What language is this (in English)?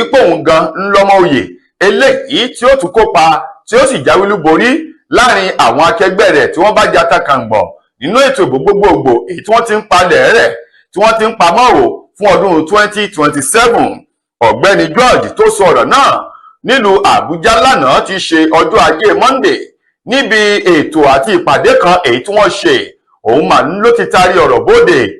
Yoruba